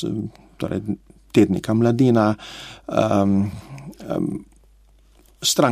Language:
Slovenian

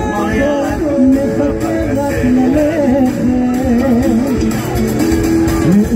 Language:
Hebrew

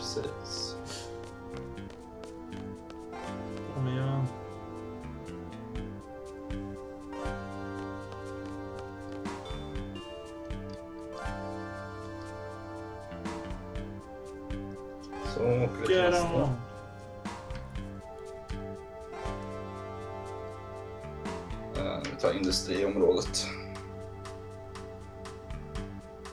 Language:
Swedish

